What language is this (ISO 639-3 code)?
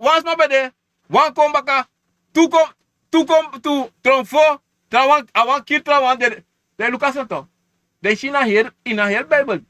srn